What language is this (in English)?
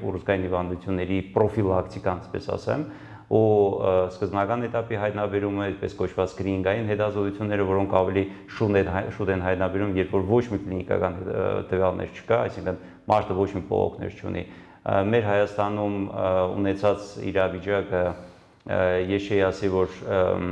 Armenian